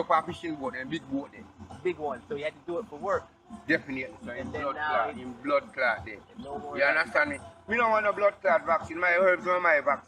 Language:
Jamaican Creole English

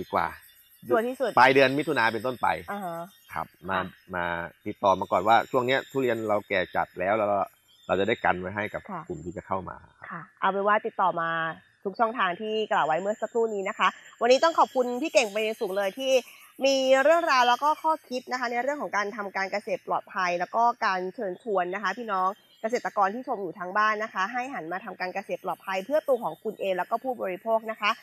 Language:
Thai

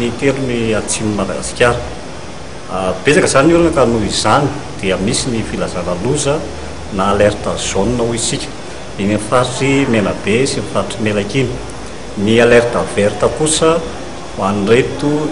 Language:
Malagasy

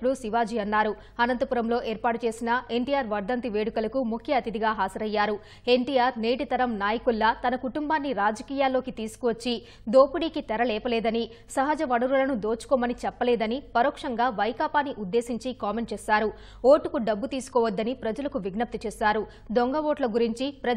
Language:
Telugu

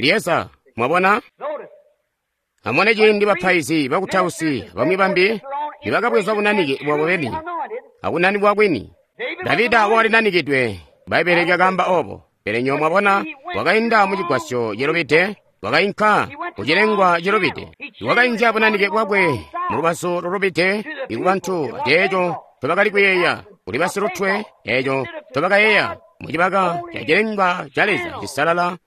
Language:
Tonga (Zambia)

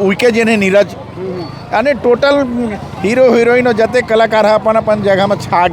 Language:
Chhattisgarhi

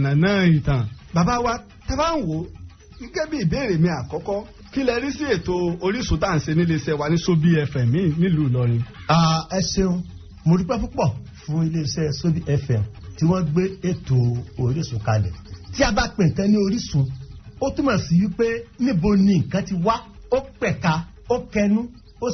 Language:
Yoruba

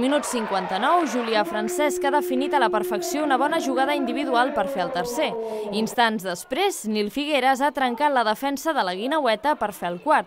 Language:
Catalan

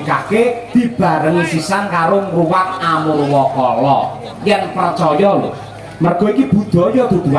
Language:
Javanese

